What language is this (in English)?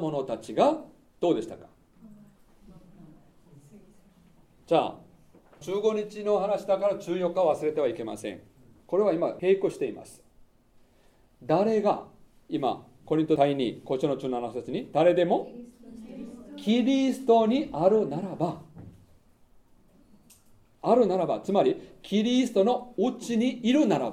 Japanese